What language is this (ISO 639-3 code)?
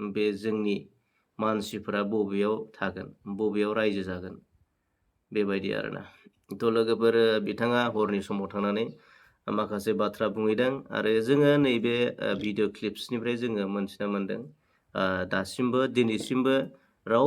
brx